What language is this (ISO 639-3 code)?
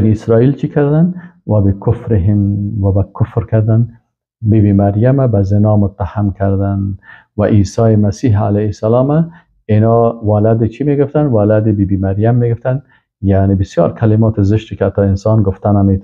fas